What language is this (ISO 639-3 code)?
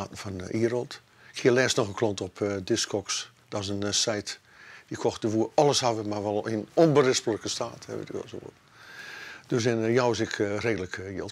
fry